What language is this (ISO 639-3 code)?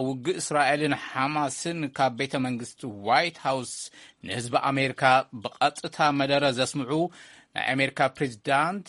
tir